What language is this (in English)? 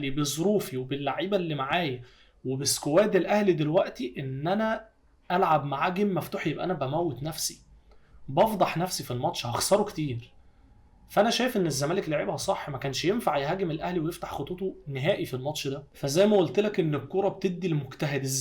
Egyptian Arabic